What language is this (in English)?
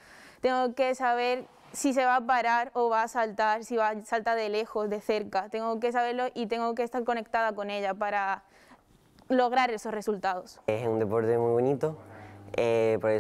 Spanish